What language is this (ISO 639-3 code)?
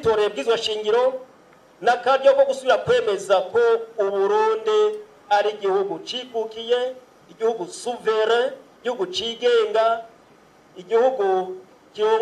run